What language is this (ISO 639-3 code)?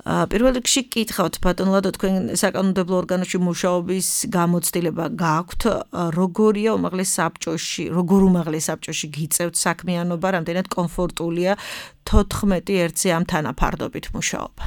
kat